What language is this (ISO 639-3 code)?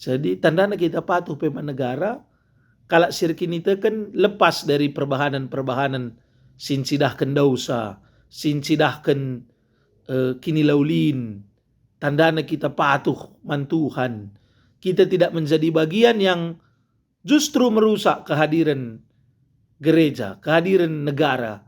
btx